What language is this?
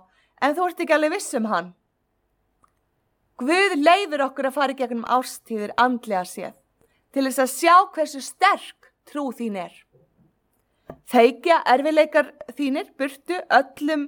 Icelandic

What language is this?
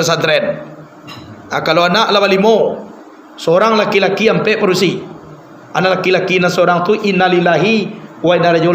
Minangkabau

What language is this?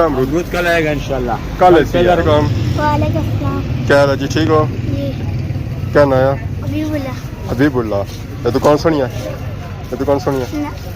Pahari-Potwari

